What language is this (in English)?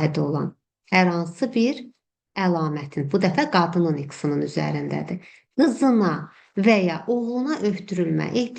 Azerbaijani